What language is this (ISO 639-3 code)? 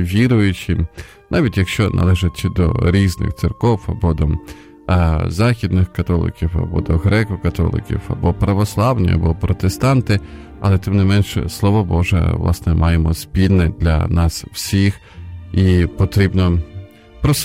ukr